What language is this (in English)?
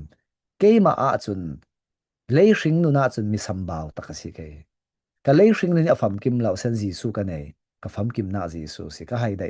Falam Chin